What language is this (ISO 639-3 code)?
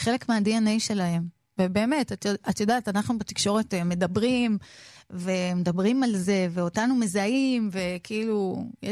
heb